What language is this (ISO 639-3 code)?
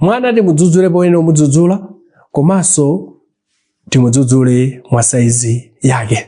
nya